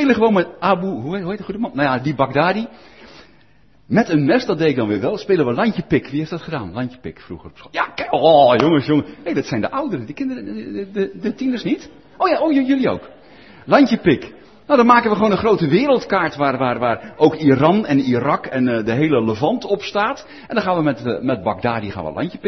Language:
Dutch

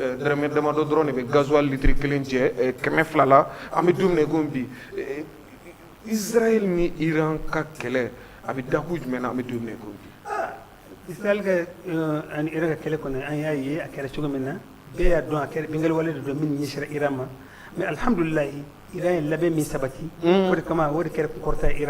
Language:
Bambara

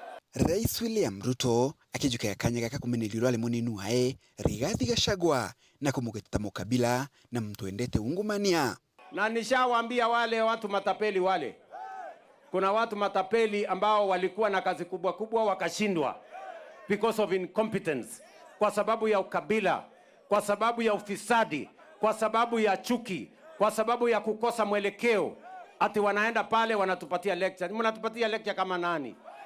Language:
Meru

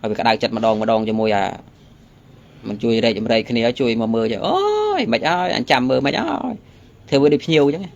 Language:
Khmer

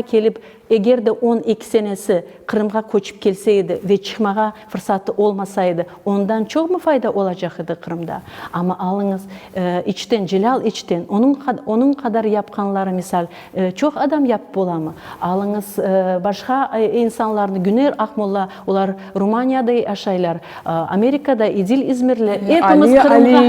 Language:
Crimean Tatar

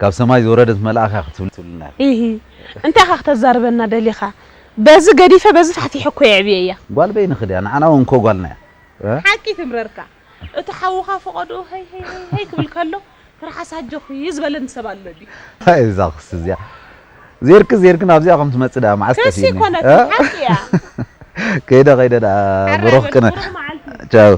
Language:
Tigrinya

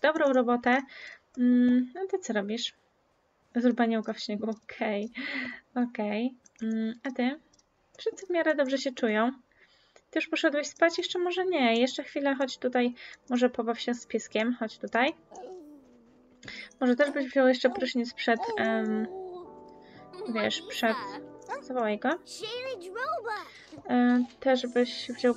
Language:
Polish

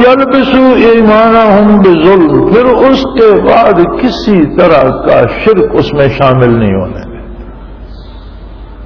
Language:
Urdu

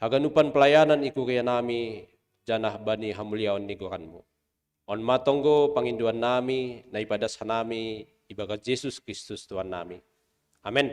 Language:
Batak Simalungun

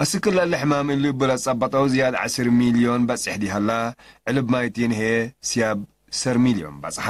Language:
Tigre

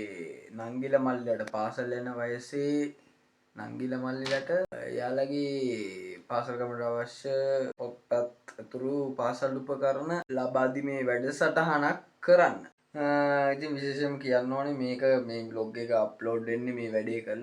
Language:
Sinhala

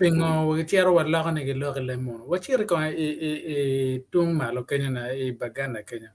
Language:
Acoli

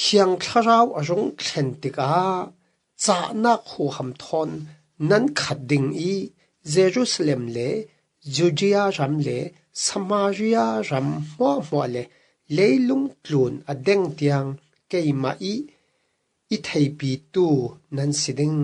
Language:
Falam Chin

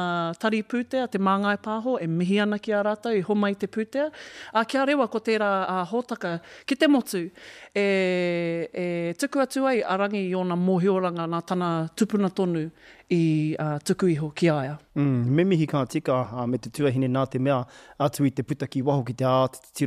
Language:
Māori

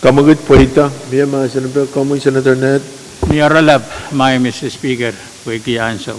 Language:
Pohnpeian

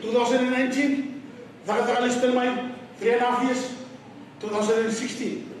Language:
Fijian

